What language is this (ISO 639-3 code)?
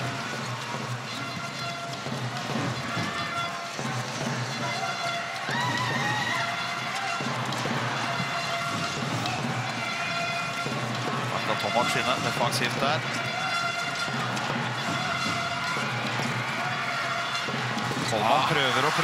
nor